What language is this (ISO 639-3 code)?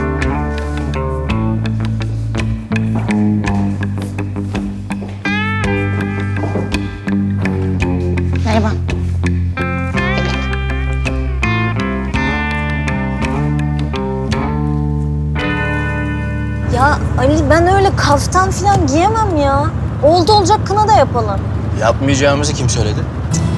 tur